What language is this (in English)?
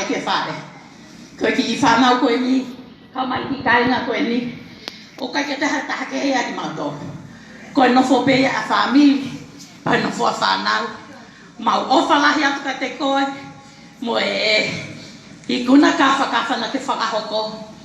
Tongan